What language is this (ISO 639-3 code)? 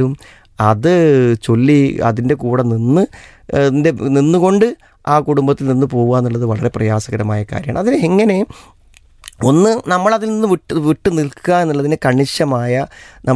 mal